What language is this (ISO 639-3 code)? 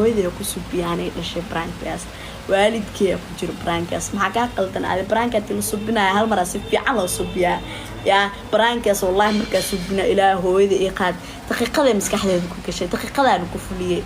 som